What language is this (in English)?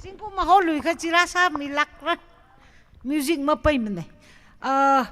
Tangkhul Naga (India)